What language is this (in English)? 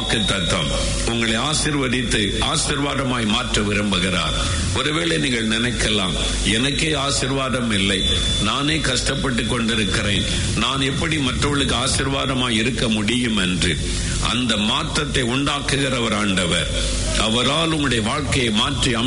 Tamil